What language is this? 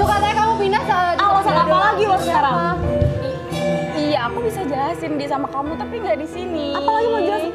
Indonesian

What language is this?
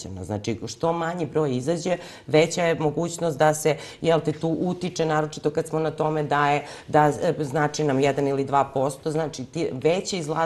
Serbian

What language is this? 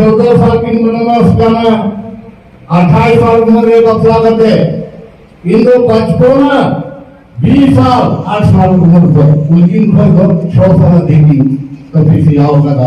Santali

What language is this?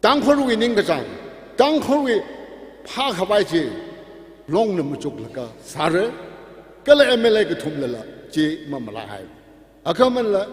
Tangkhul Naga (India)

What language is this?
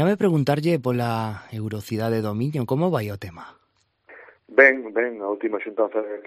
Galician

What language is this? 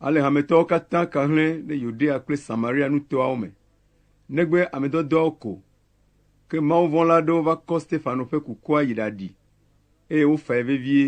Ewe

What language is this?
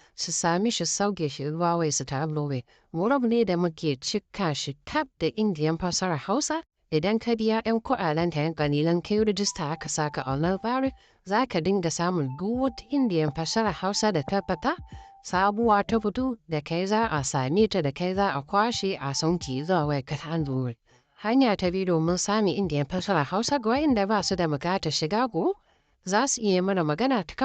Hausa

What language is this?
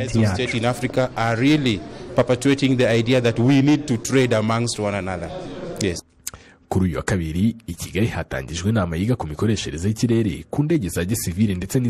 Kinyarwanda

